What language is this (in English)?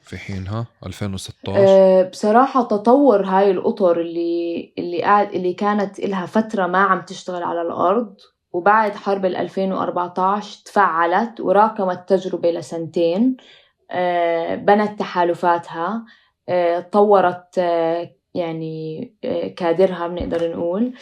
North Levantine Arabic